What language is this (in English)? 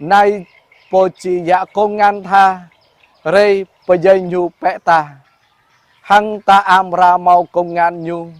Jarai